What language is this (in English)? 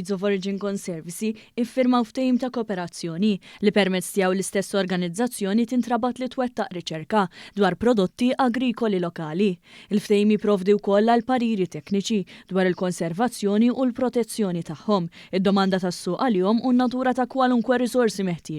Maltese